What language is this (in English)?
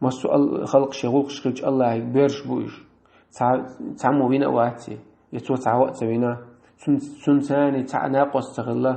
Chechen